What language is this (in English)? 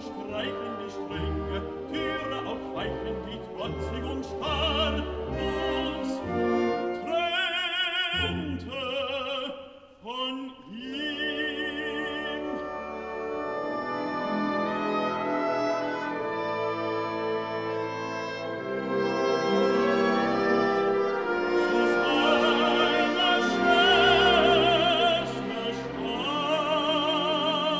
German